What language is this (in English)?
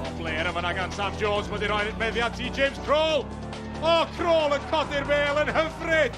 Welsh